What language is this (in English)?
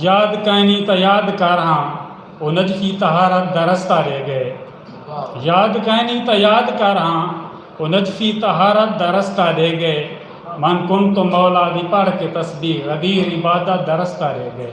Saraiki